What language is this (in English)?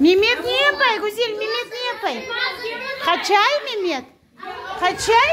Crimean Tatar